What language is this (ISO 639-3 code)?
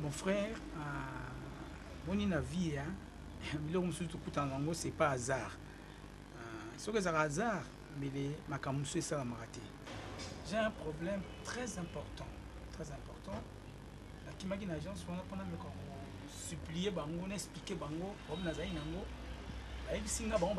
lin